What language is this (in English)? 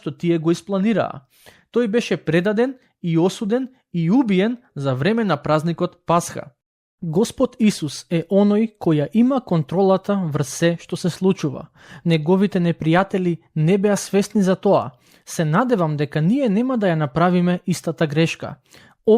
Macedonian